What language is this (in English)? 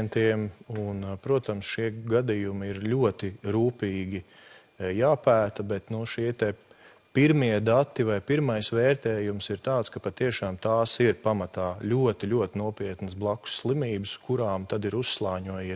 Latvian